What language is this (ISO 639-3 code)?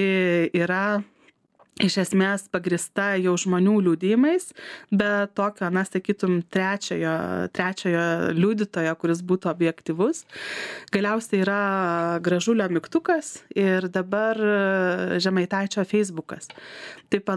lit